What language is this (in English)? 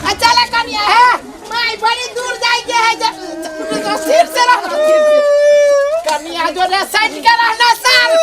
Maithili